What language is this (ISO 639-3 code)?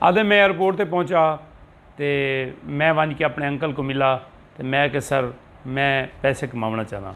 skr